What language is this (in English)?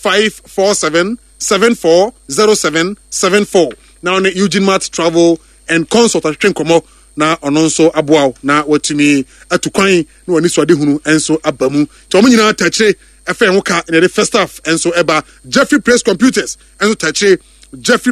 Akan